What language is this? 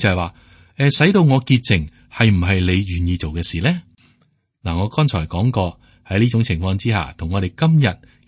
Cantonese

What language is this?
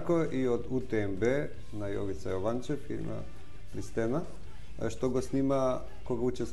Macedonian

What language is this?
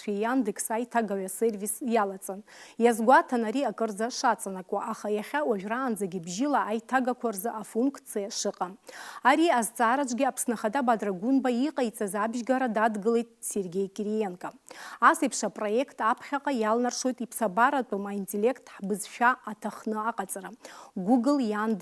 Abkhazian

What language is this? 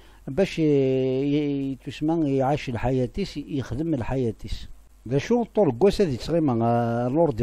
Kabyle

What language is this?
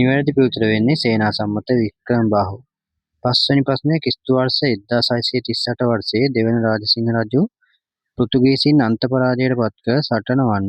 Sinhala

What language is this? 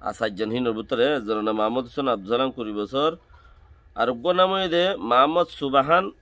Rohingya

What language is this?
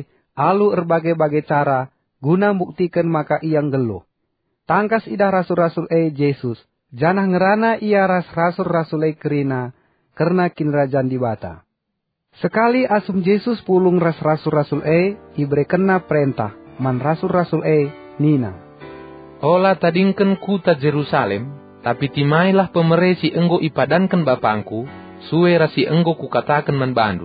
Batak Karo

